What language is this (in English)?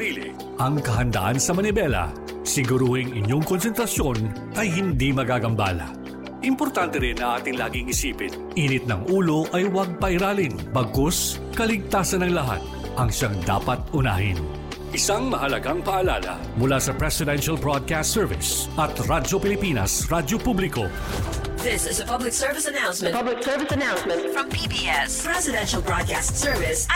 Filipino